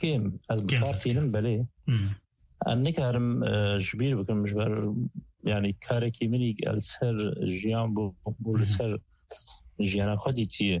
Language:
Kurdish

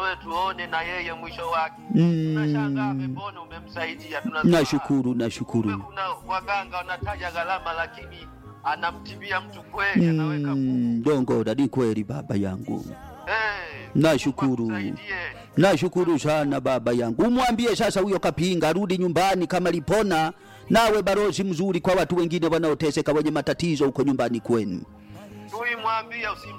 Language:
Swahili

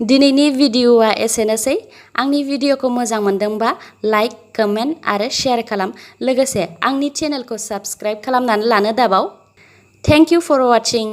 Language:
Bodo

